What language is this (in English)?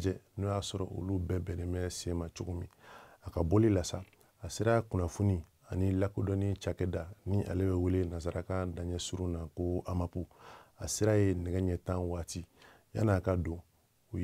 Bambara